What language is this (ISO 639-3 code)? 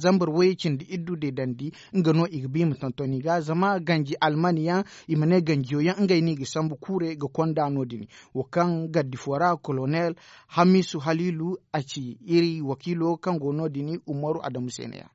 dje